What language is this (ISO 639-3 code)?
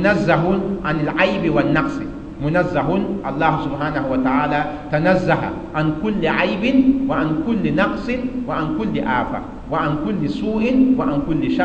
mos